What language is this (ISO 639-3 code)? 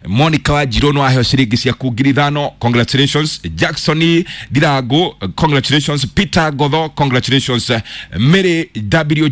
kik